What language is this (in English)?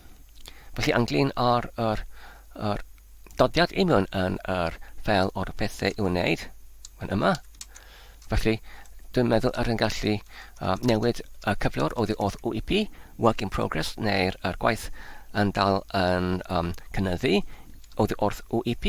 Welsh